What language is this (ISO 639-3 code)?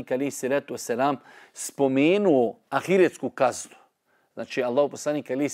bos